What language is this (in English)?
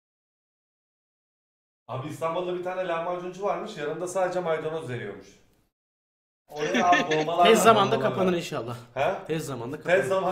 Turkish